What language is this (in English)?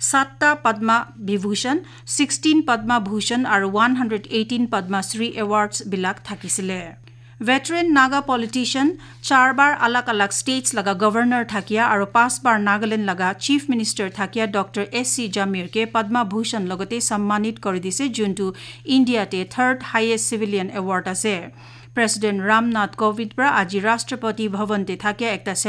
Naga Pidgin